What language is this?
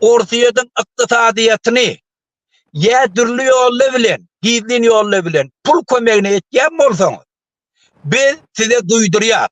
Turkmen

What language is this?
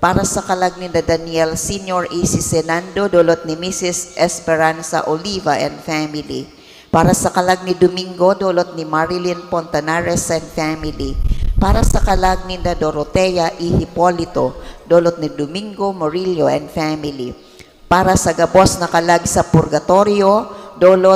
Bikol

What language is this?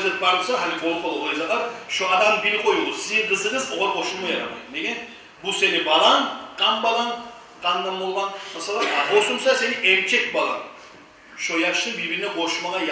Kumyk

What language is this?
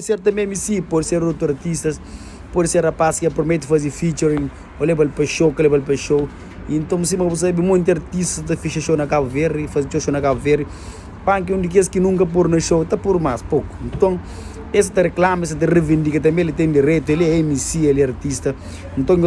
Kabuverdianu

